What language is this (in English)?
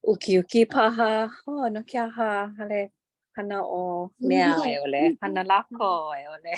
Hawaiian